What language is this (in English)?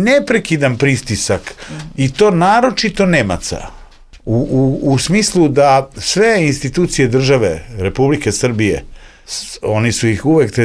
Serbian